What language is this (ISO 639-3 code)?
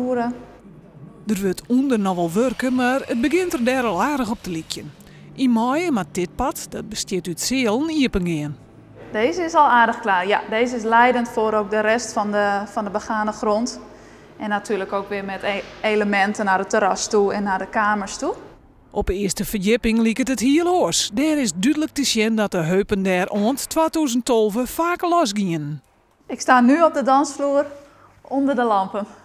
fry